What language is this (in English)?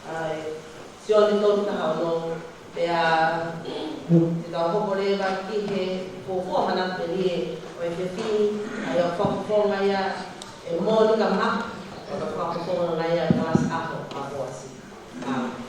Tongan